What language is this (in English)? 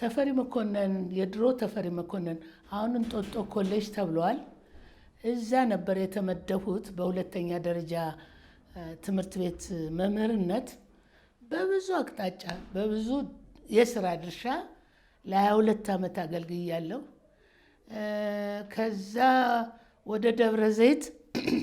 Amharic